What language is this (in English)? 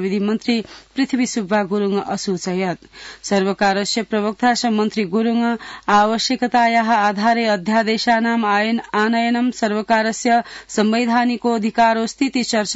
Sanskrit